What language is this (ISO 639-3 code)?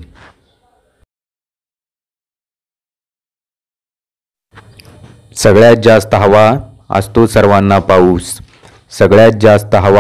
mar